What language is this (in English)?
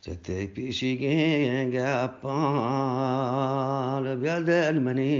Eastern Balochi